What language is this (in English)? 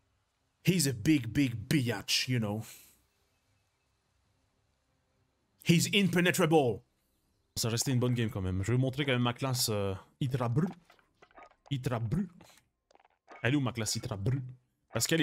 French